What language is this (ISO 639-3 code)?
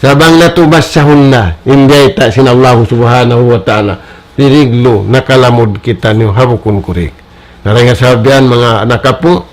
tsg